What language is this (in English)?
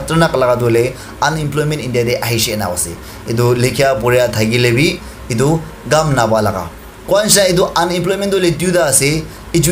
Naga Pidgin